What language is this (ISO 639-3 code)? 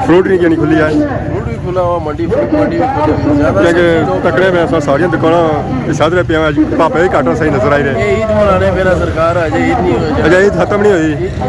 phr